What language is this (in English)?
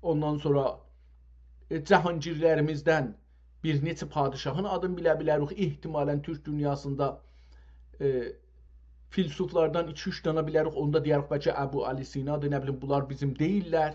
South Azerbaijani